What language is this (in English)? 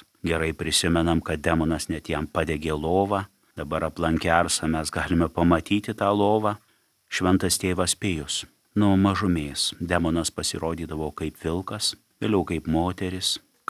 Lithuanian